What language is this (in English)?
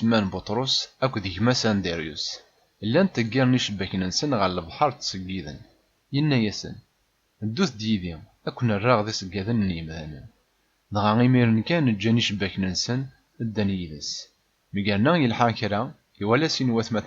Kabyle